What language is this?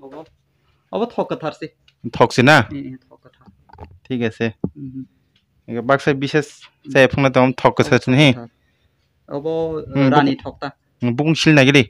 Kok Borok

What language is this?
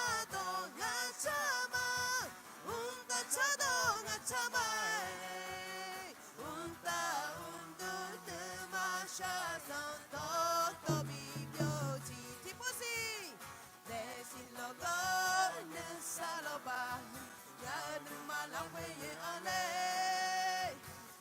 Akha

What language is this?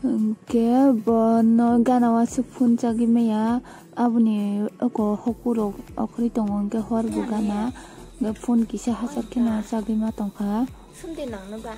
Kok Borok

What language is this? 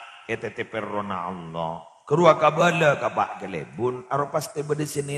Madurese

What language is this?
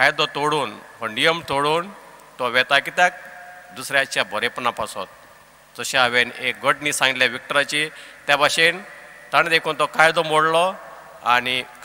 Konkani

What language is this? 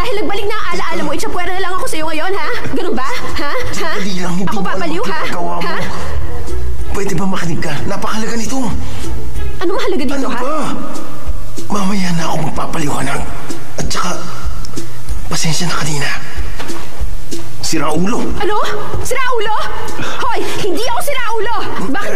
Filipino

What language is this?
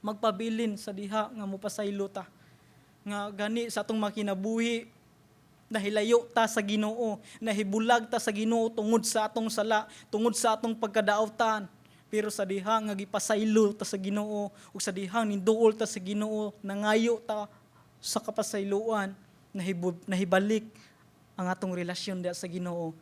Cebuano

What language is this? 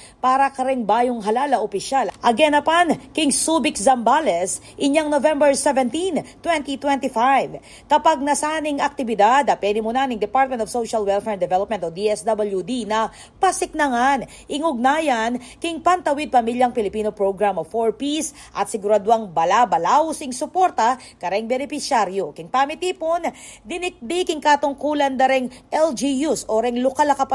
Pampanga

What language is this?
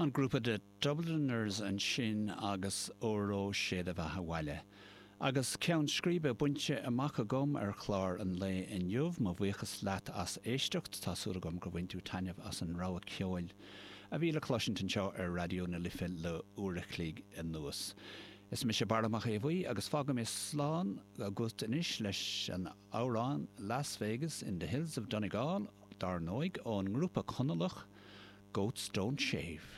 Irish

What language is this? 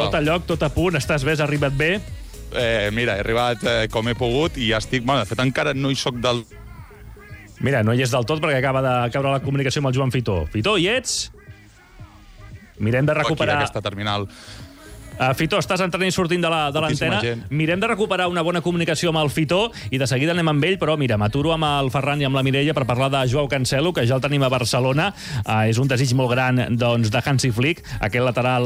Catalan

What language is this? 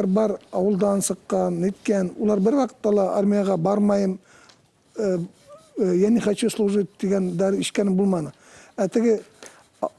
Bashkir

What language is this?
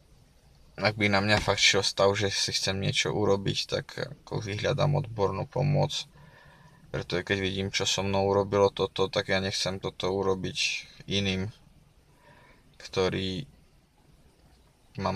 Slovak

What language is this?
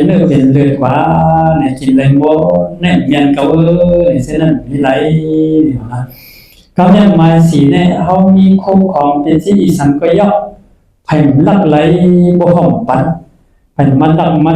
Shan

